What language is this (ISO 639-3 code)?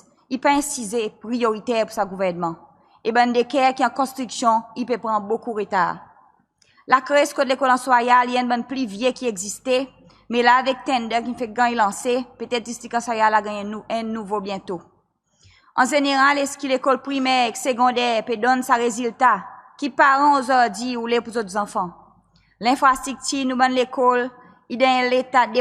crs